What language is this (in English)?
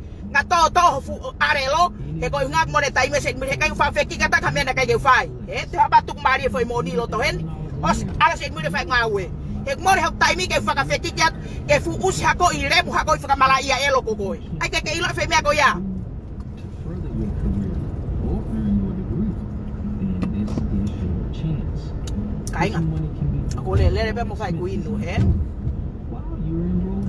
Tongan